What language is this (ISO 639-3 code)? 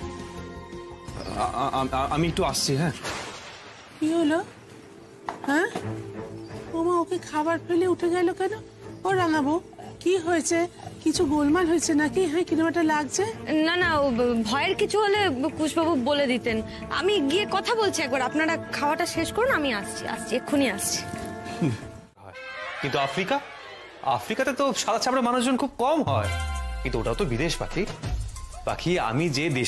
ben